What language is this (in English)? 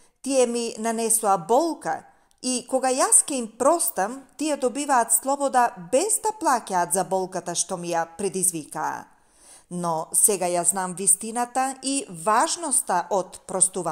Macedonian